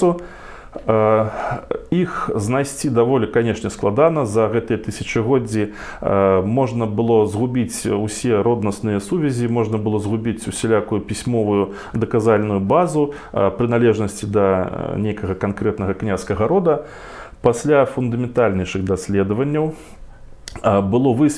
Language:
Belarusian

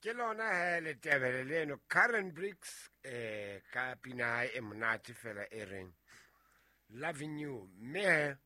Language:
Southern Sotho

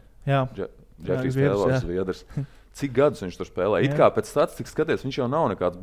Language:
Latvian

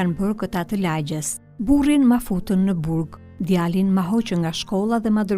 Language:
Albanian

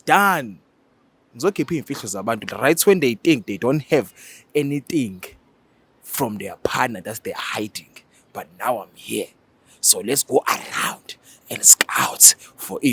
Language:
Zulu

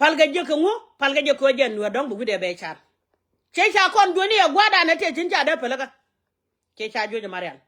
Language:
Nuer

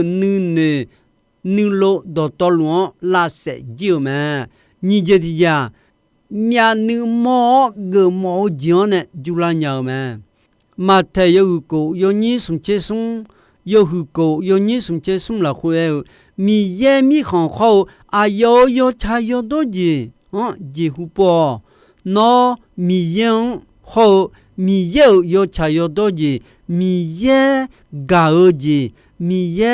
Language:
Akha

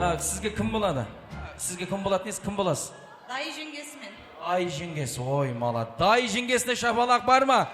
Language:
Kara-Kalpak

